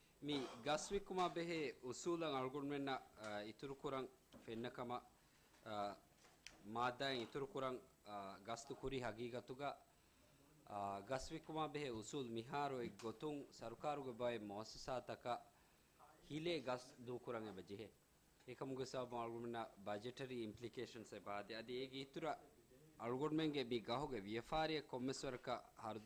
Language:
Divehi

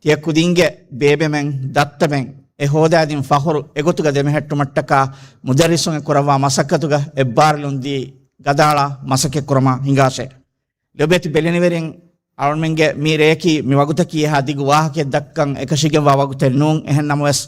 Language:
Divehi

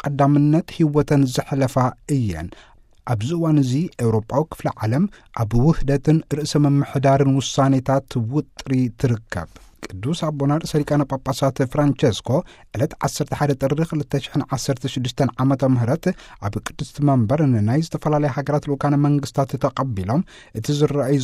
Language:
Tigrinya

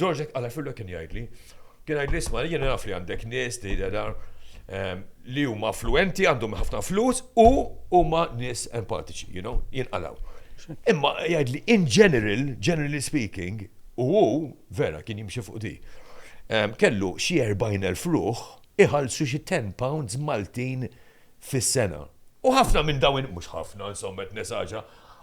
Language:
Maltese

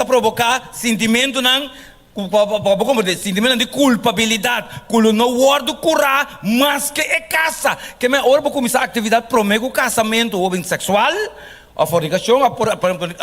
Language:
Papiamento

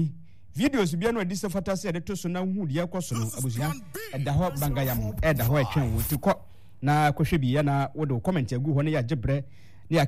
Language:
Akan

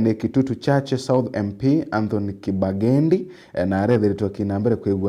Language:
Meru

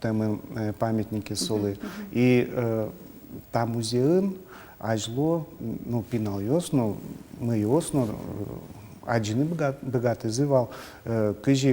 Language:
Udmurt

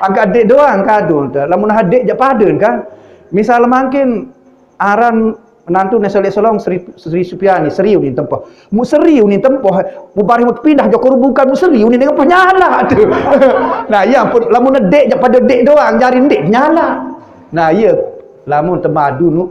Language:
Sasak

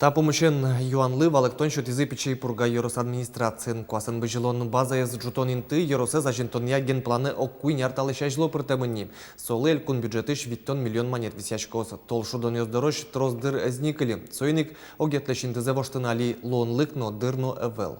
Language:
Udmurt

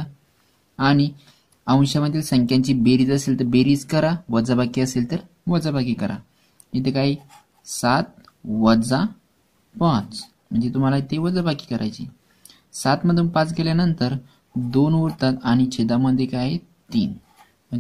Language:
Marathi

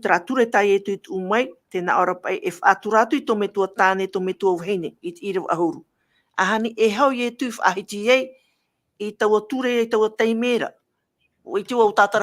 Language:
Tahitian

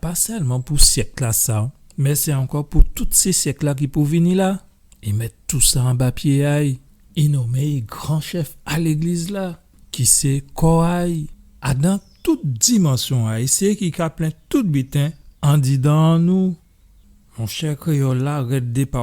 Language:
Guadeloupean Creole French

